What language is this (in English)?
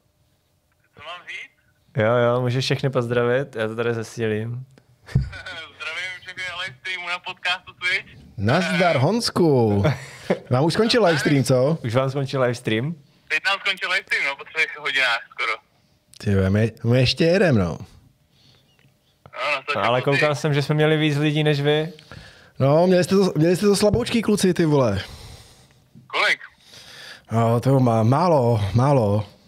Czech